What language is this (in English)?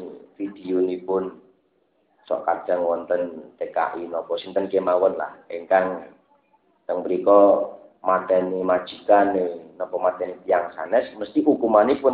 Javanese